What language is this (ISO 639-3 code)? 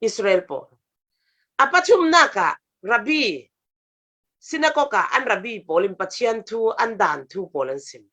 cfm